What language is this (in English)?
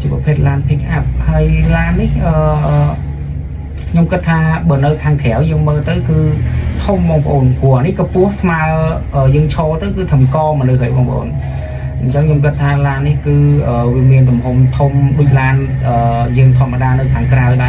Khmer